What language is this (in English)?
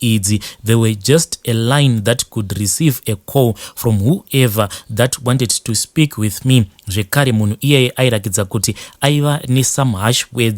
Shona